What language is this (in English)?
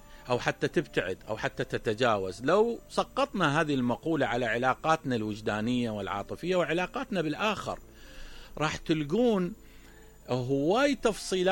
Mesopotamian Arabic